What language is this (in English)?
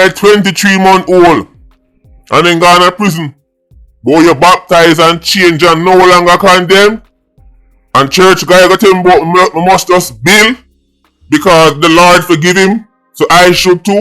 Jamaican Creole English